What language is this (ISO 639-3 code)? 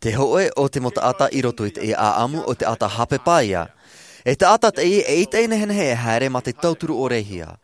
tah